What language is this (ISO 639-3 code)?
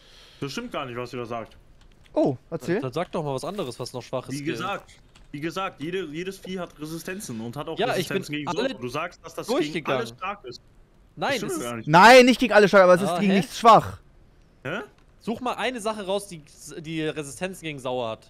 deu